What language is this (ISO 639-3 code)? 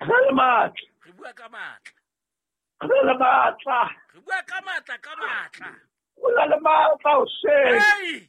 sot